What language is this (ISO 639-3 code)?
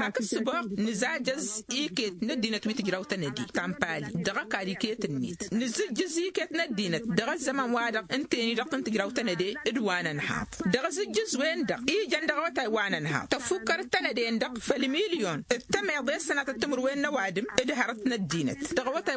taq